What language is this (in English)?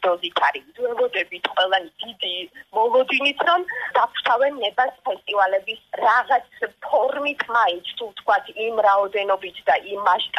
Georgian